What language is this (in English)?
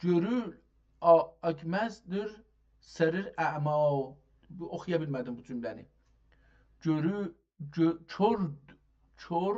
South Azerbaijani